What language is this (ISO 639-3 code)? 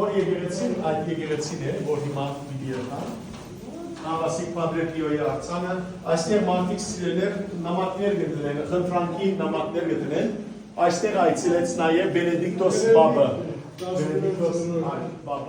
hyw